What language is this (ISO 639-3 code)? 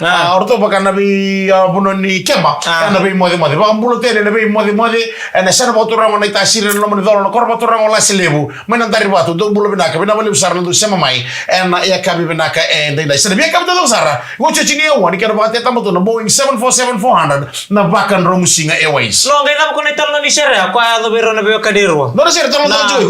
fij